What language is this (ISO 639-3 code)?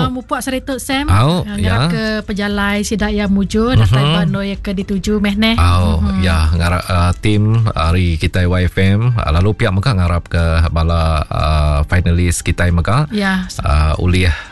iba